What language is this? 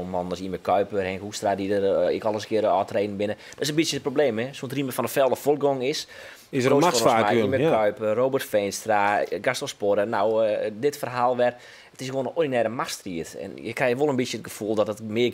Western Frisian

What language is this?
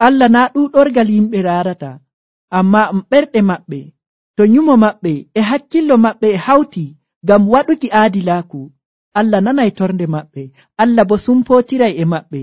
Nigerian Fulfulde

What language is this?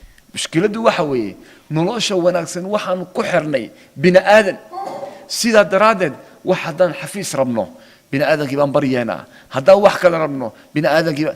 Somali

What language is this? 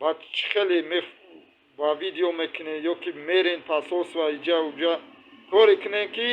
Tajik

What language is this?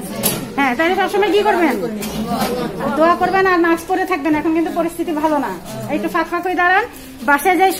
Bangla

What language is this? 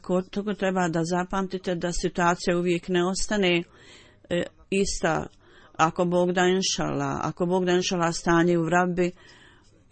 Bosnian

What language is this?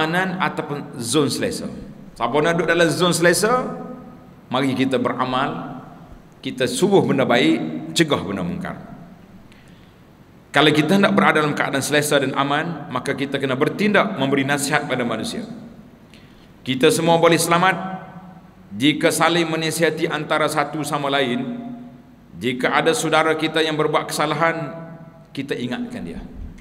Malay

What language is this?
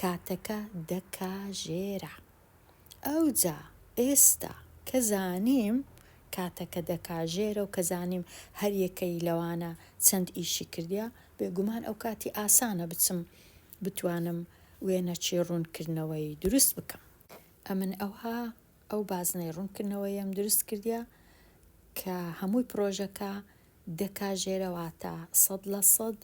Central Kurdish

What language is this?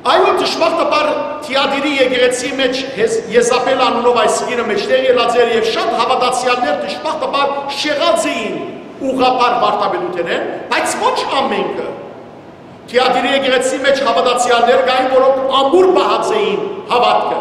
Western Armenian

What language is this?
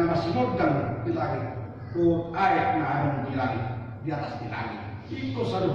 Batak Toba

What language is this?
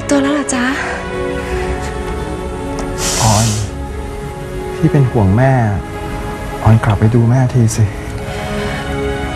Thai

